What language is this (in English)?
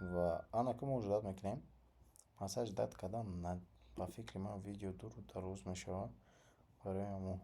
Tajik